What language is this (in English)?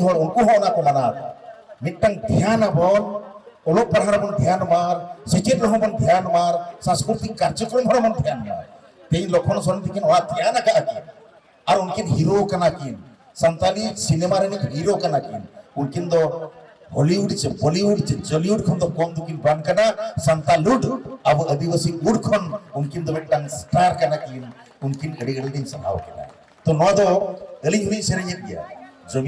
Santali